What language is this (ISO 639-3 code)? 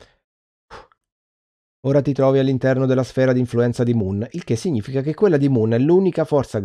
ita